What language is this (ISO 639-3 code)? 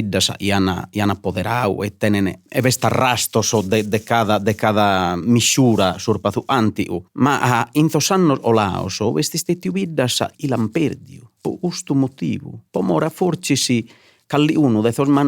srd